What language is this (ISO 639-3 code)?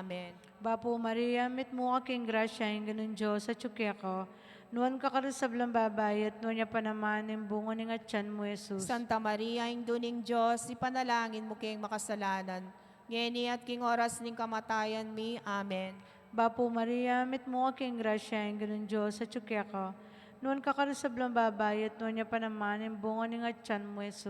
pam